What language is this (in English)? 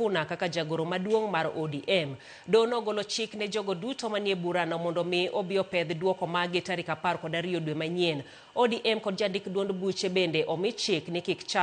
Luo (Kenya and Tanzania)